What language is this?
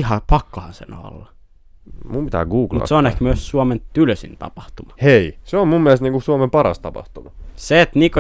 Finnish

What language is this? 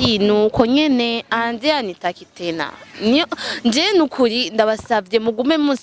Rundi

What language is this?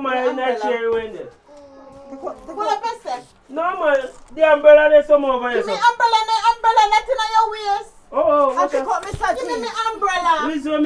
Jamaican Creole English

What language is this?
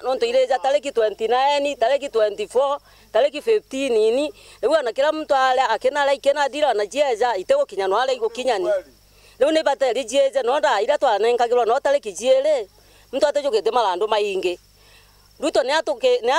Meru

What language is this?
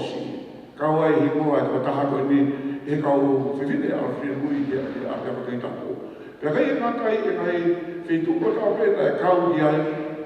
Tongan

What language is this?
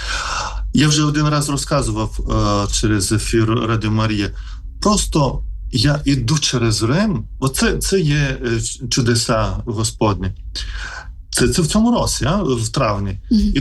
Ukrainian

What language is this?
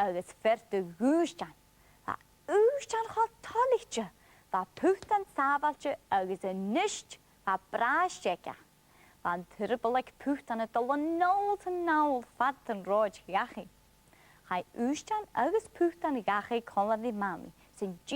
Scottish Gaelic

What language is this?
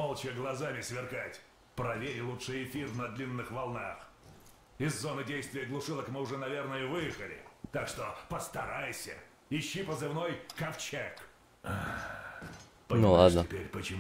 Russian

